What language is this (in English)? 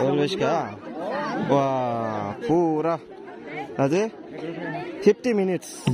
Dimasa